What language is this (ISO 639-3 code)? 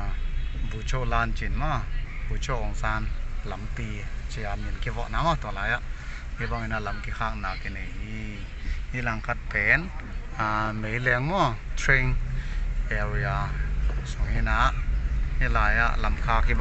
pck